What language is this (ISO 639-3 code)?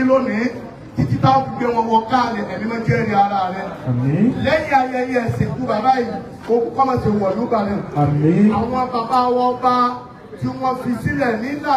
yor